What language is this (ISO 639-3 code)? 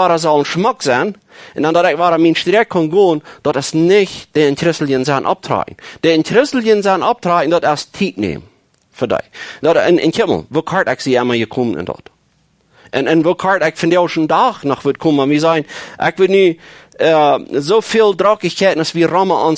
pdt